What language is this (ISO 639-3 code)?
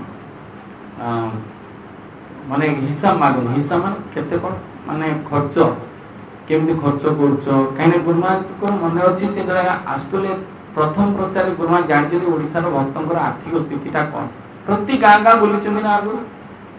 ori